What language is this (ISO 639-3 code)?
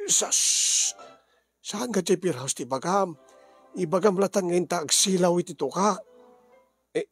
ilo